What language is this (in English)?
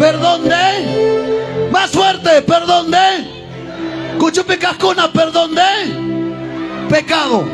Ayacucho Quechua